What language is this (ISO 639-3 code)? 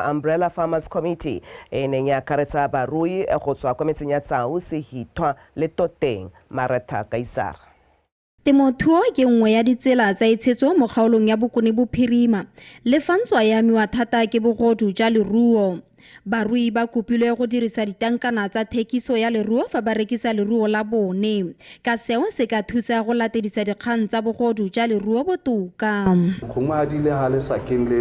tsn